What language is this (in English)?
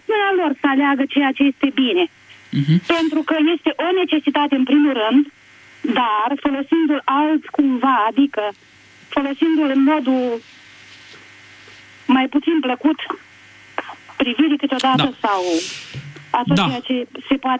Romanian